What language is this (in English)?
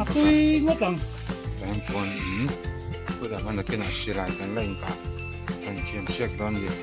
Mizo